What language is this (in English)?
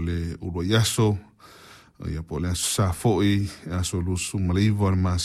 Samoan